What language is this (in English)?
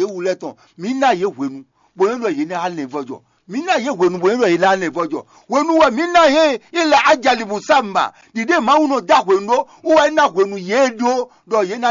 Fon